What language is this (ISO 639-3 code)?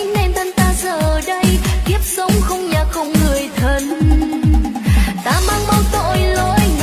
vie